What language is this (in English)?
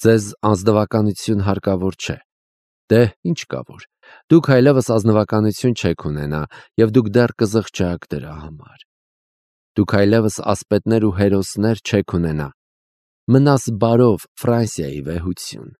Armenian